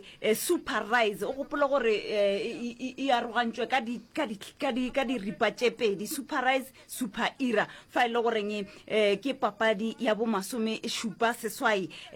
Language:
Northern Sotho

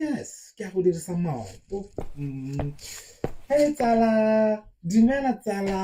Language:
Tswana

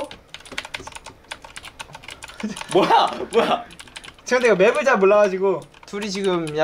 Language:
Korean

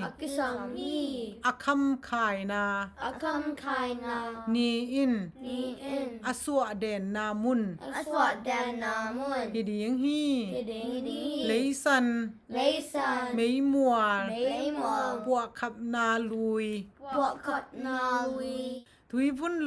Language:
Tedim Chin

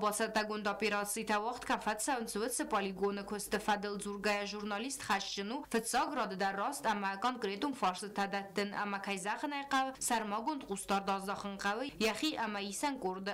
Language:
Ossetic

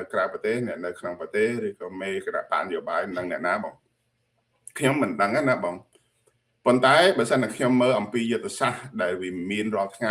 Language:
Khmer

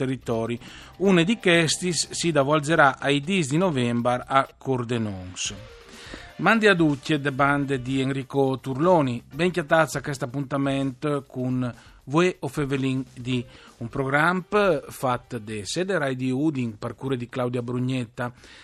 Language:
Friulian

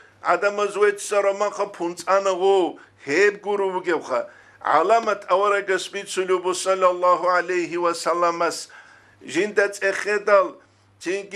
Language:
Avaric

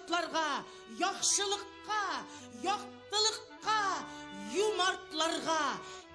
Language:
Tatar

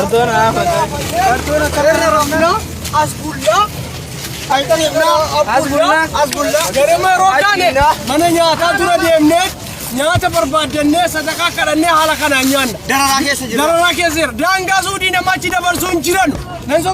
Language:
Oromo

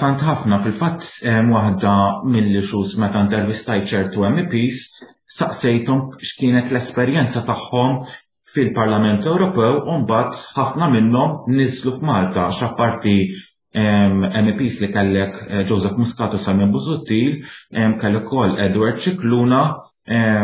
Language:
Maltese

